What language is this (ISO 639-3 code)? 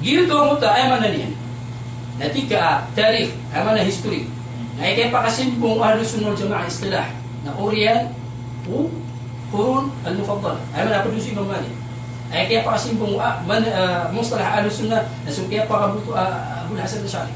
mrw